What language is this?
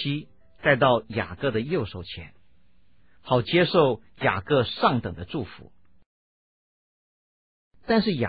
Chinese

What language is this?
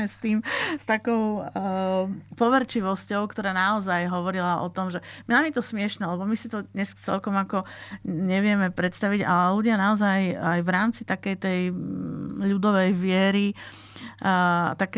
Slovak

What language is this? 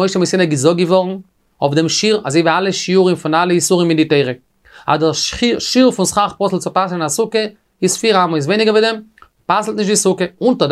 Yiddish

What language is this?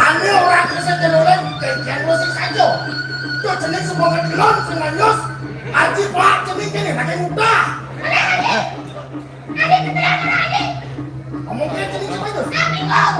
Balinese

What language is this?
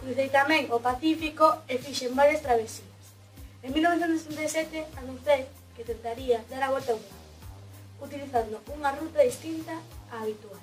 Galician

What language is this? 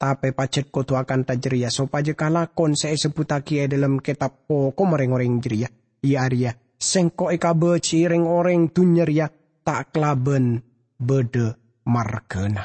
Madurese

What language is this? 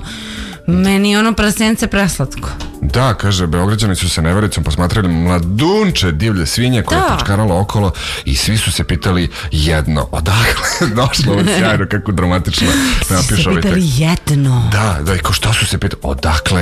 Serbian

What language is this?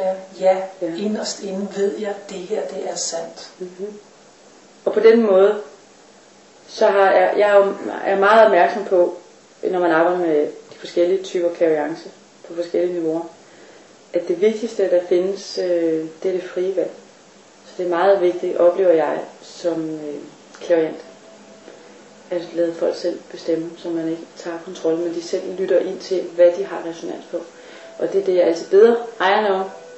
Danish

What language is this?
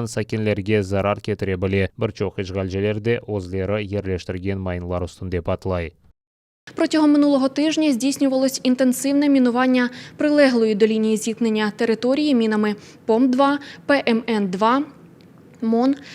Crimean Tatar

